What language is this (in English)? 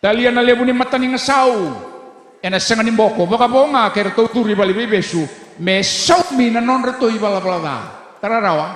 Fijian